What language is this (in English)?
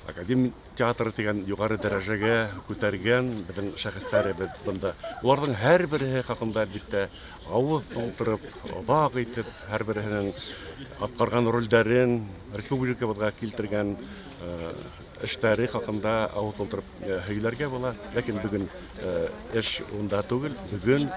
Bashkir